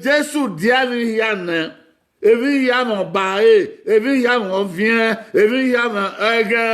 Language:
Bini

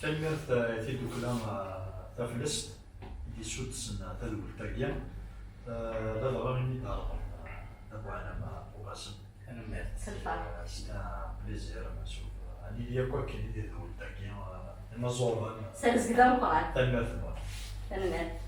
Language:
Kabyle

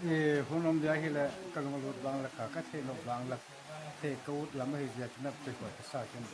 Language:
Paite Chin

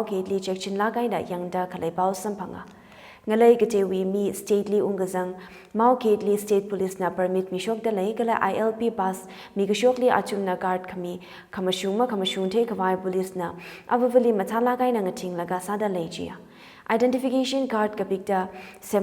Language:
Tangkhul Naga (India)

